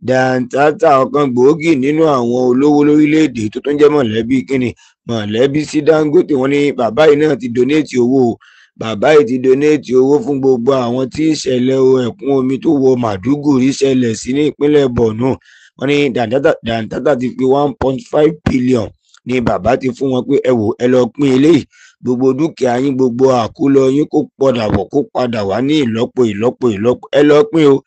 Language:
Yoruba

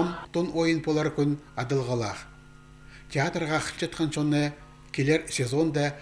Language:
Khakas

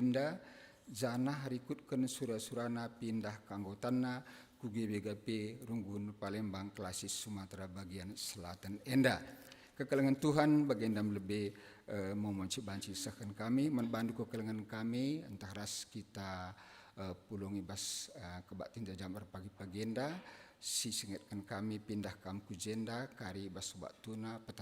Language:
Batak Karo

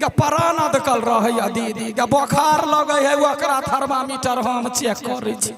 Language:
Maithili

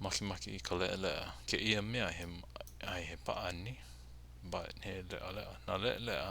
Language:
Hawaiian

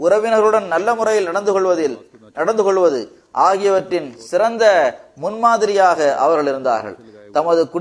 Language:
Tamil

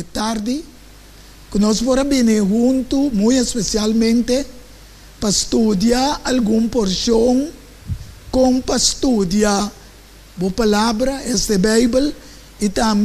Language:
Papiamento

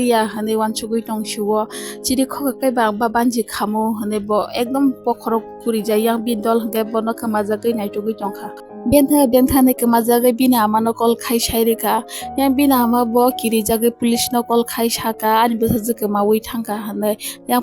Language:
Kok Borok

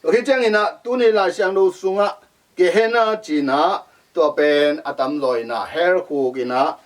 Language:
Tedim Chin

